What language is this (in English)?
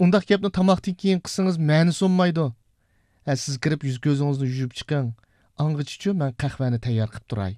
Uyghur